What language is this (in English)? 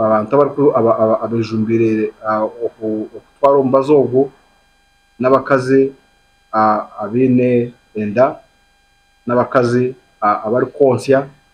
Nyankole